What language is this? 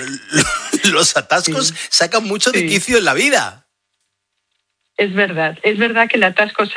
Spanish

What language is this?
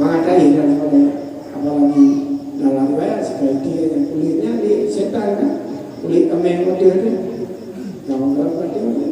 Achinese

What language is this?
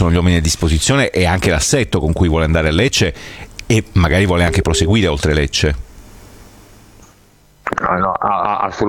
Italian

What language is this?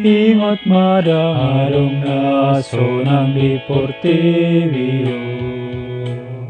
Batak Toba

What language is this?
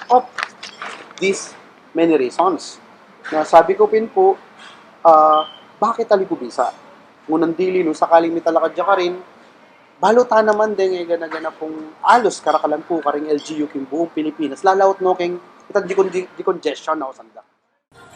Pampanga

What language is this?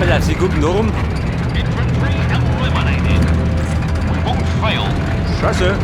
Bavarian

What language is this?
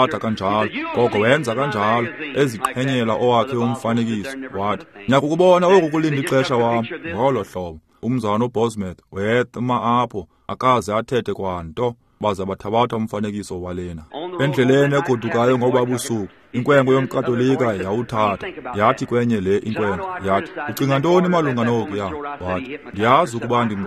Xhosa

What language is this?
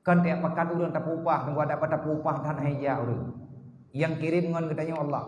Achinese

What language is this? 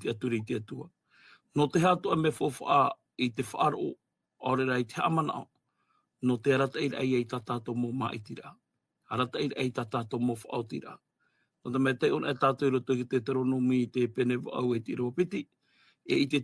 Tahitian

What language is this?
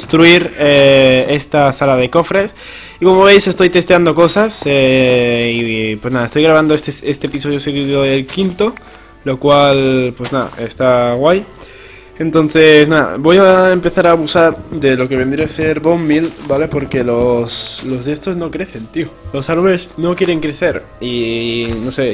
Spanish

